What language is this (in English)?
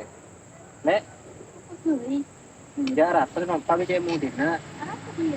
Madurese